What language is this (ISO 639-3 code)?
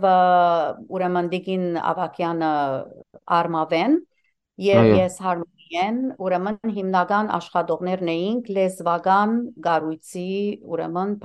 hyw